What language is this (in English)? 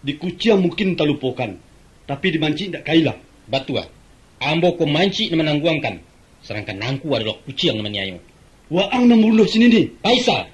Minangkabau